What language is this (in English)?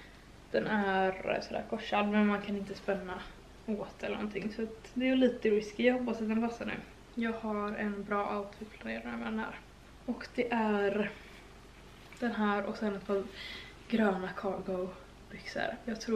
Swedish